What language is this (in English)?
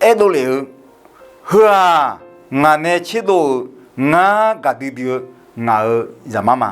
Akha